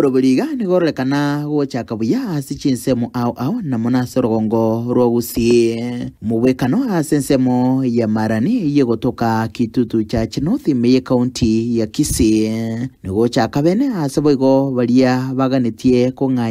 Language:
Gusii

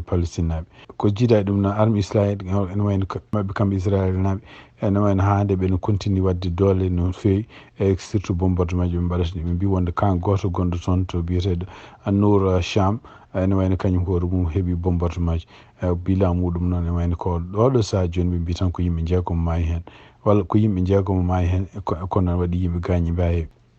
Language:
Fula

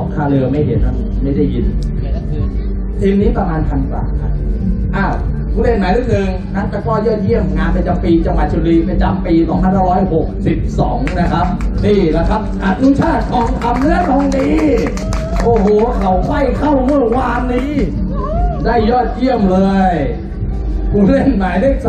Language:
Thai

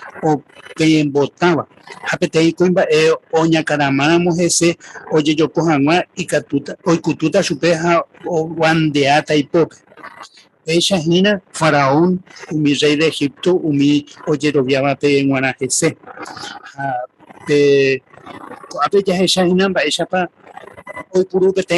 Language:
Guarani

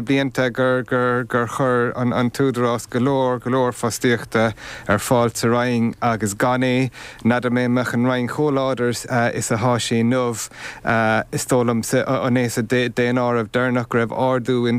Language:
Irish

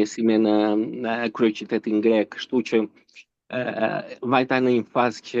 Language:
Albanian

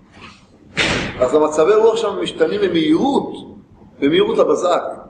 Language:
Hebrew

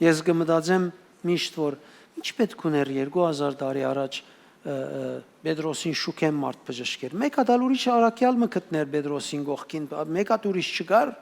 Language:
Western Armenian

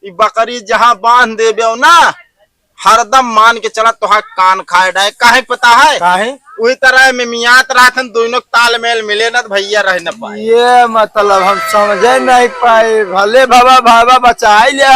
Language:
Awadhi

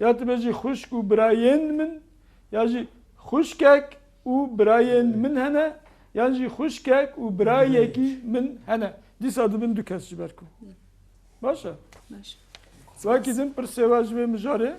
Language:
Kurdish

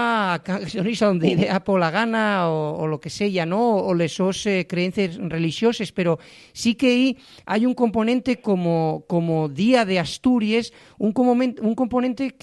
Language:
Asturian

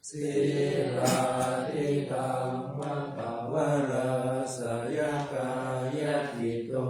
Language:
Pali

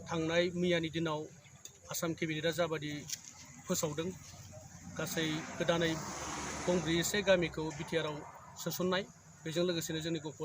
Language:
Bodo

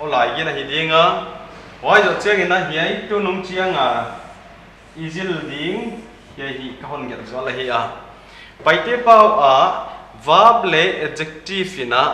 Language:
Paite Chin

